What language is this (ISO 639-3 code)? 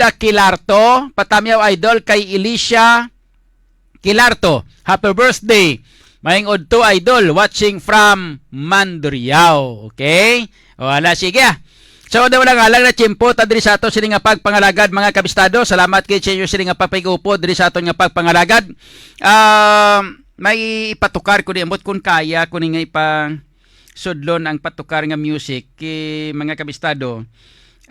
hil